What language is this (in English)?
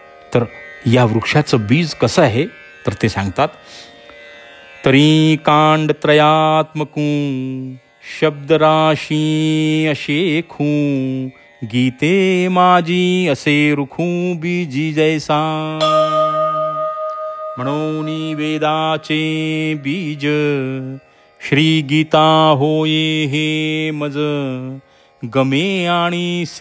Marathi